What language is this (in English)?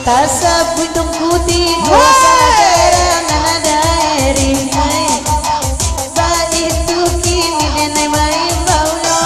Minangkabau